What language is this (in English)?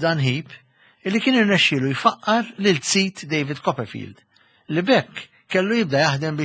Maltese